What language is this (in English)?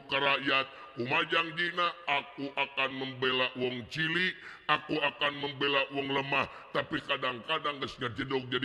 Sundanese